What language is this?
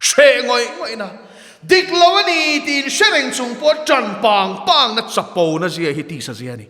Mizo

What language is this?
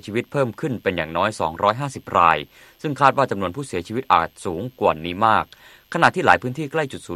Thai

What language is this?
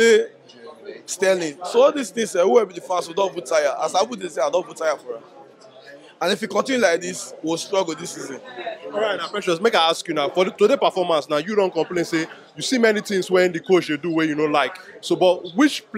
Nigerian Pidgin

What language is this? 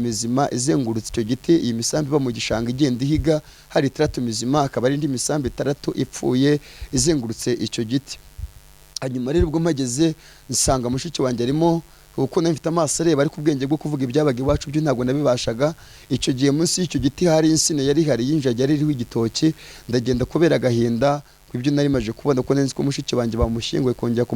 Kinyarwanda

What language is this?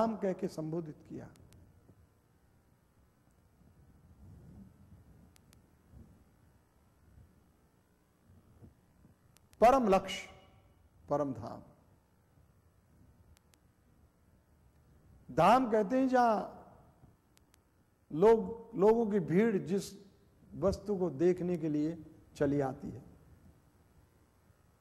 Hindi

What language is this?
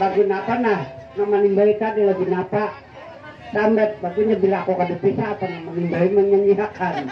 Banjar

